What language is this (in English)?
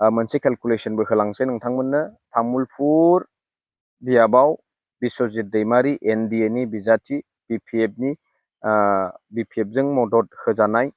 Bodo